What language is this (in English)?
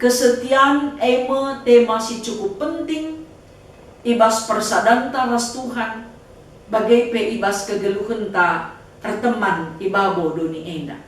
Batak Karo